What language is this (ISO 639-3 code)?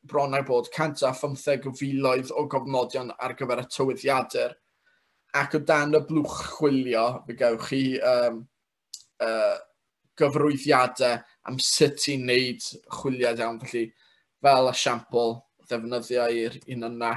cym